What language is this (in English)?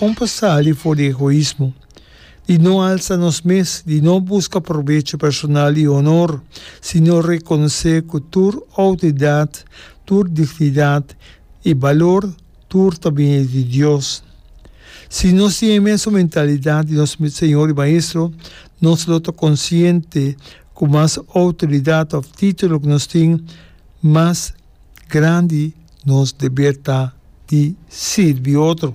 Papiamento